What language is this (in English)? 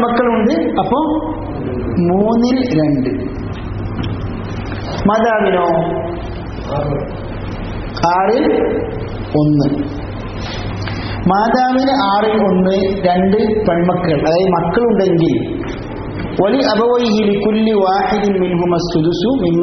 Malayalam